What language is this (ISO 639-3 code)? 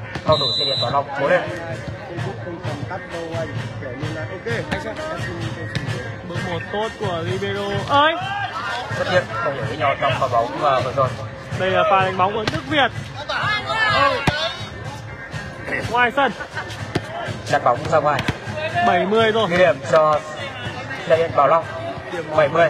vie